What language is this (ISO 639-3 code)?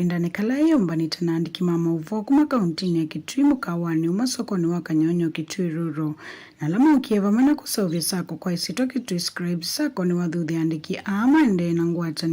kam